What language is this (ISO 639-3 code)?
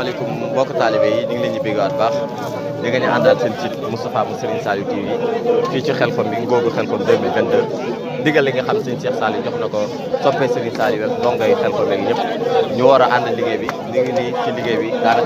wol